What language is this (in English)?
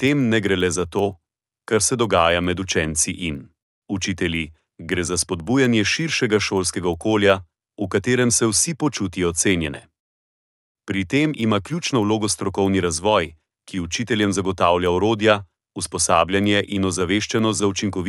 Slovenian